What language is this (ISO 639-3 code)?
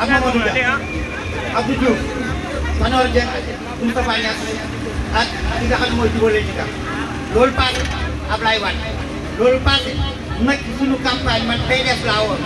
wol